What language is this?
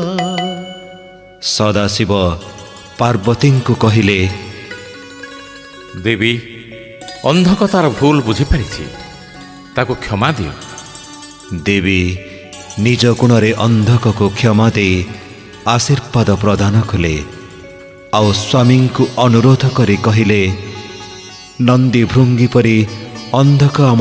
Odia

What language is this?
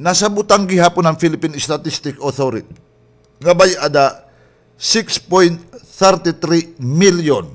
Waray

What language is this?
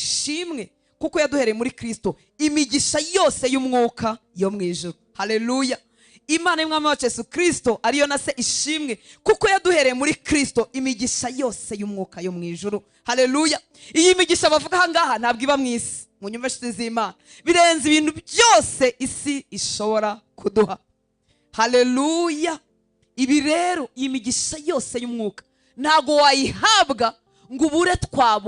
Kinyarwanda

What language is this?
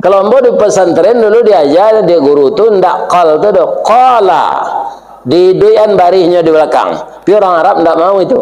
Minangkabau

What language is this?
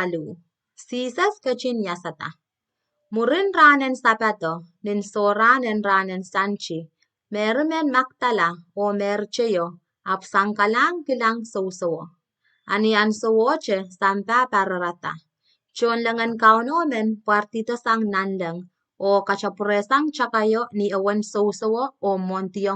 Pohnpeian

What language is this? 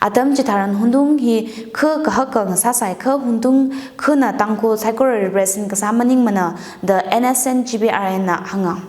Tangkhul Naga (India)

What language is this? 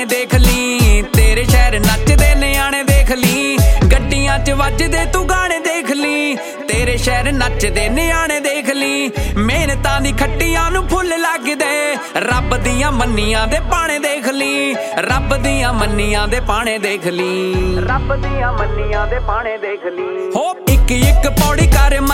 Punjabi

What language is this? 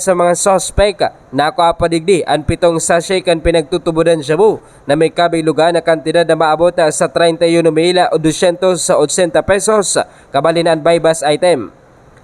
Bikol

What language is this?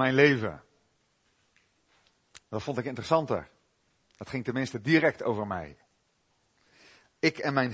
Dutch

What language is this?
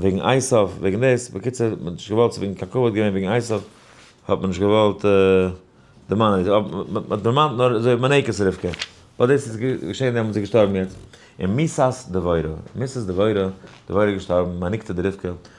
Yiddish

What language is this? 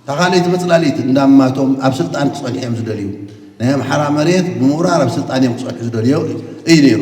Tigrinya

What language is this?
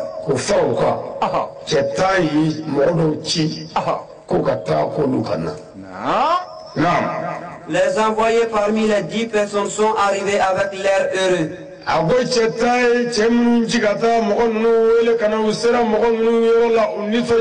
Bambara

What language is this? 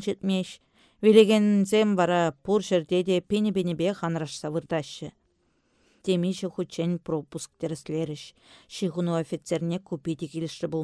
Chuvash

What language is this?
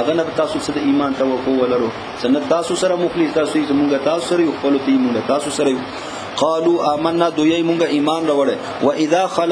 Pashto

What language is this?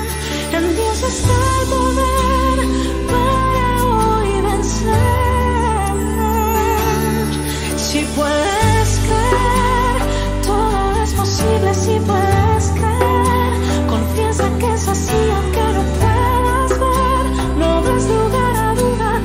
Spanish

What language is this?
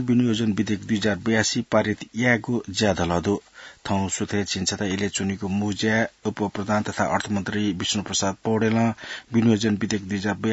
Newari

